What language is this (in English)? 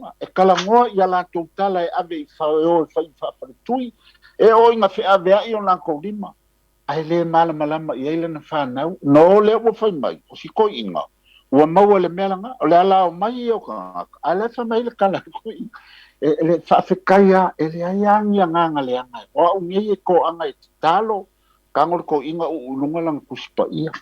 Samoan